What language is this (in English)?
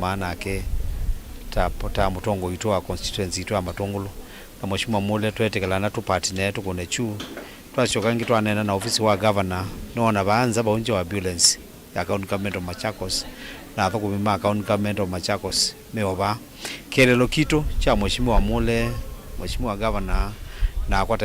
Kamba